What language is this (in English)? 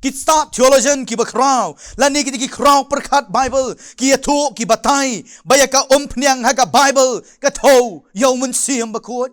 Khasi